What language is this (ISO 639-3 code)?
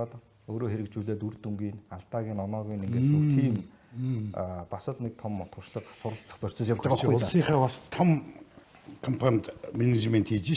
mon